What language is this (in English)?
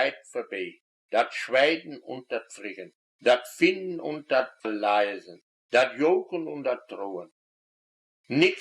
Westphalien